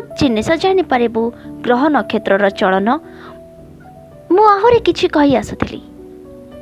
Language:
Odia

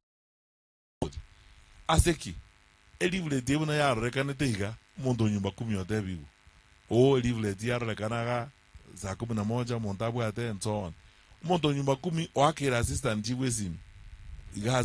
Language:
Gusii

